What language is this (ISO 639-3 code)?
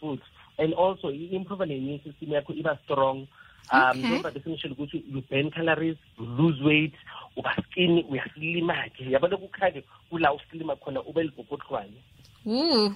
nbl